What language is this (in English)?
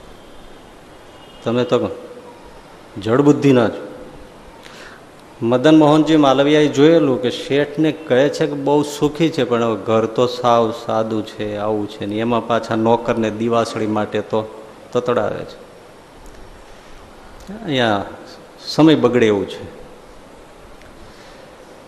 Gujarati